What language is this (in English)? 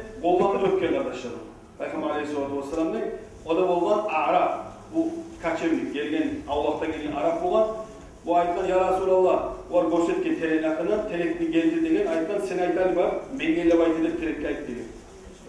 Kumyk